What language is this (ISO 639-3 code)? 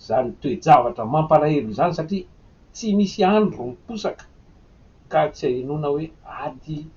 mlg